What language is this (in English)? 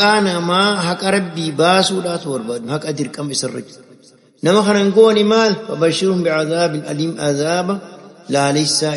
Oromo